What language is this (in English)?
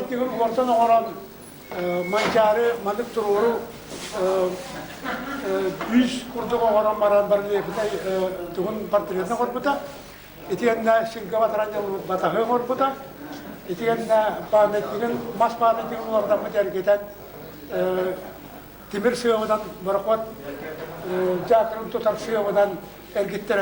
Yakut